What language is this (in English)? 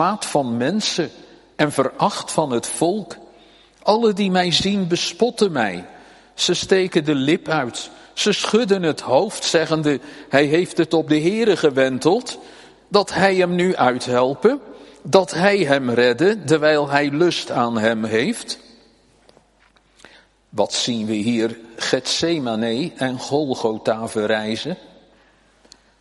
Dutch